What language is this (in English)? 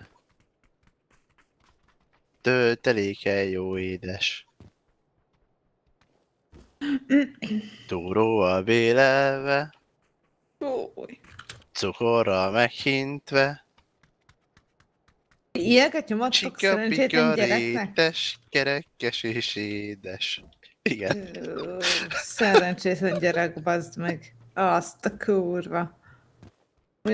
Hungarian